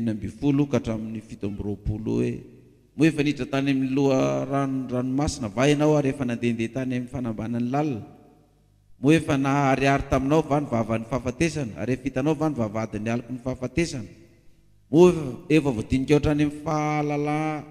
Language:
Malagasy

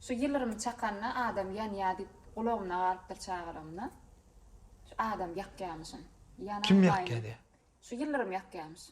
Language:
Turkmen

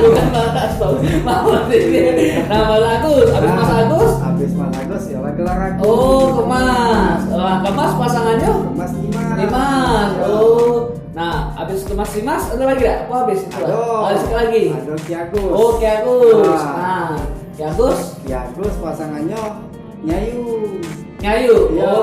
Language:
Musi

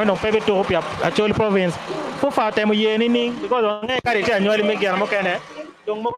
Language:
Acoli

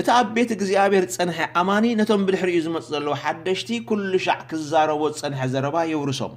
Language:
Tigrinya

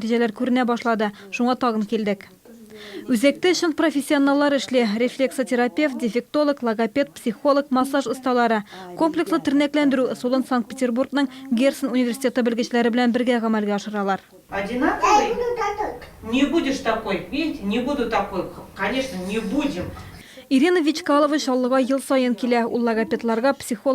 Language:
Tatar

